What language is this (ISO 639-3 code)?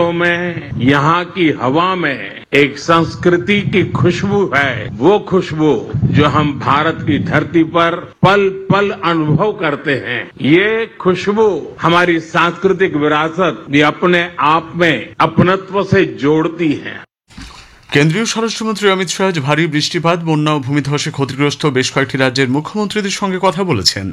ben